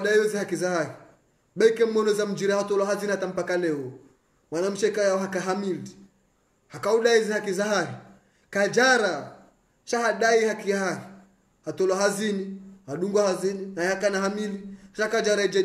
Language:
Swahili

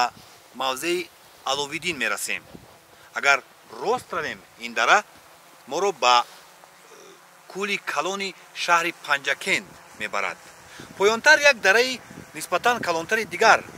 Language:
Tajik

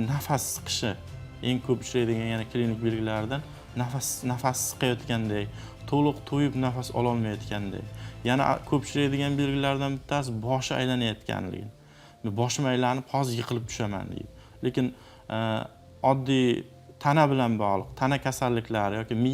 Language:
Uzbek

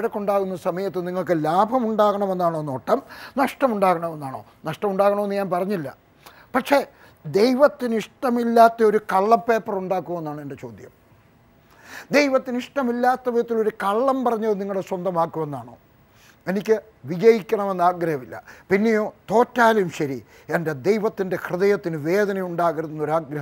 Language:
Malayalam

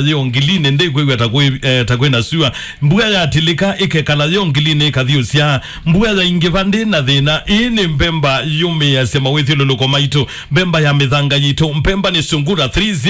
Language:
Kamba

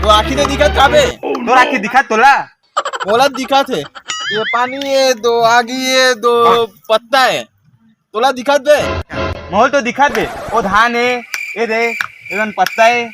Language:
Chhattisgarhi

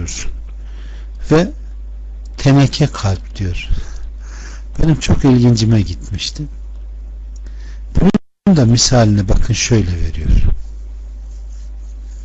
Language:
Turkish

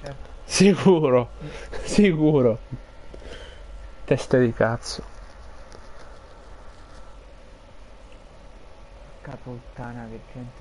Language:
Italian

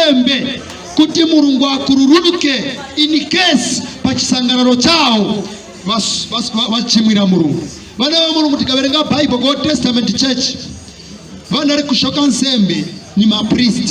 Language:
Nyanja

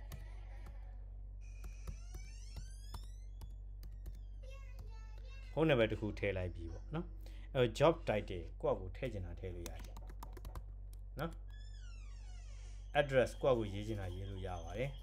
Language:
Burmese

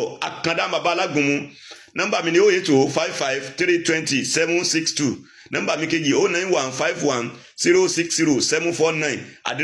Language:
Yoruba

